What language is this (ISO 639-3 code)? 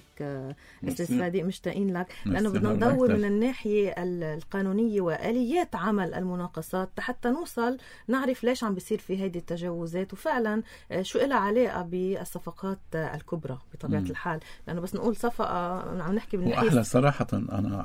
apc